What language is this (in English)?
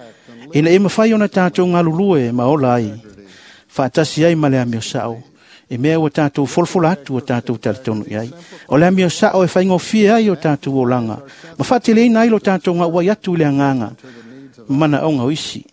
Samoan